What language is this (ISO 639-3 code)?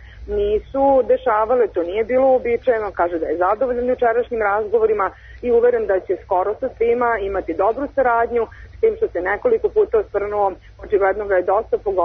srp